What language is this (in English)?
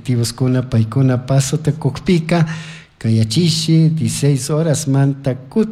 Chimborazo Highland Quichua